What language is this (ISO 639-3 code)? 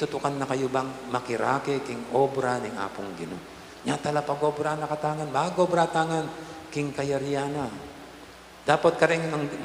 pam